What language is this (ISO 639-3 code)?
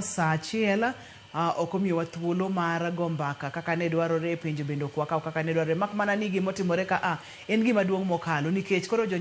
luo